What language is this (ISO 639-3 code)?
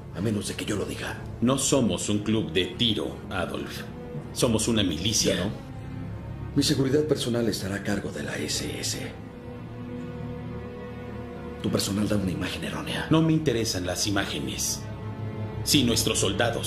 spa